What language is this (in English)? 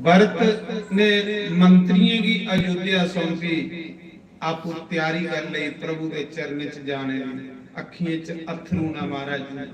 Dogri